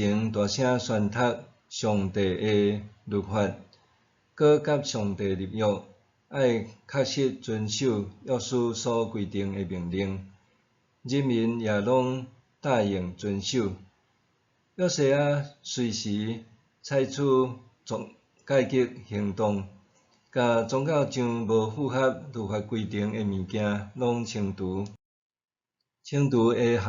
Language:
Min Nan Chinese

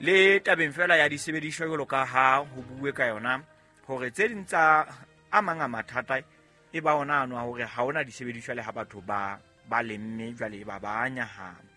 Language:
Southern Sotho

